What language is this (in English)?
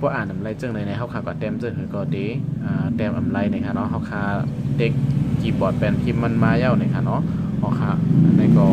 Shan